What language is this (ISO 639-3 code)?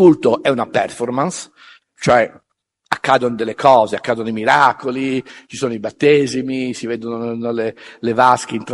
ita